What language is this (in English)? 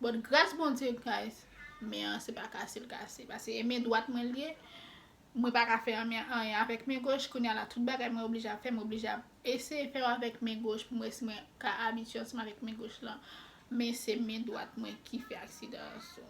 Haitian Creole